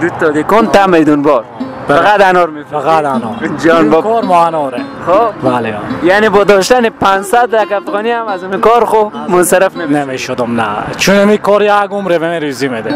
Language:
Persian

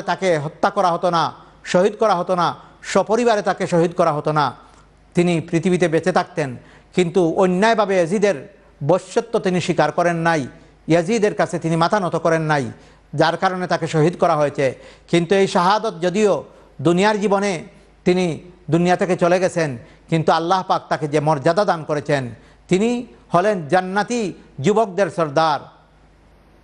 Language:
Bangla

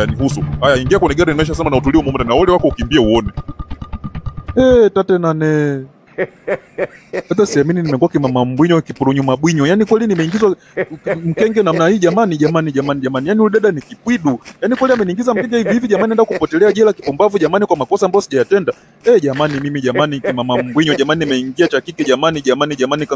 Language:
Swahili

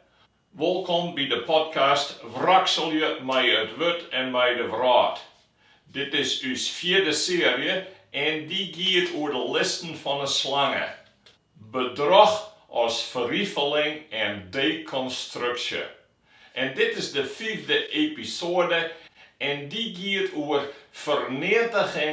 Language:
Western Frisian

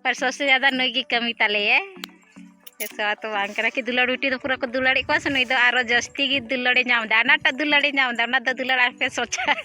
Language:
Santali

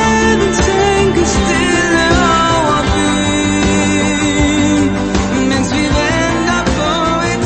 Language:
Danish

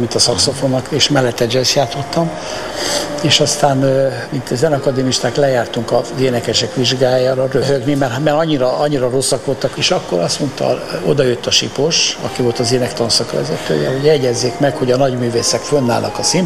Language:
Hungarian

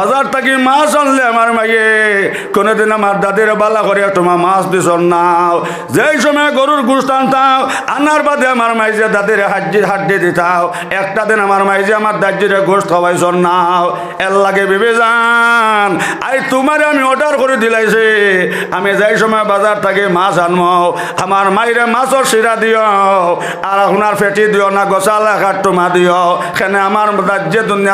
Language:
Sylheti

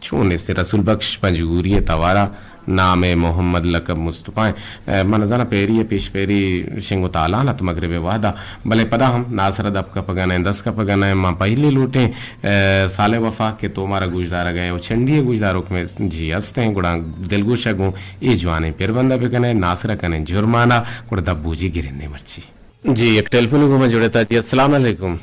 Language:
Eastern Balochi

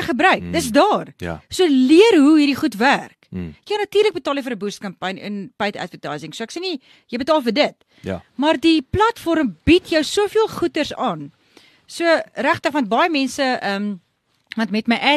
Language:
Afrikaans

